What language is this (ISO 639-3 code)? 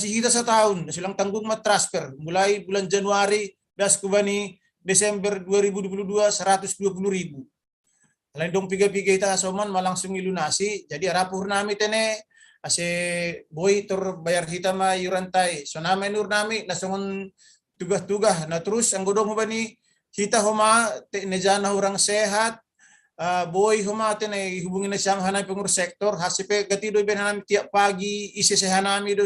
bts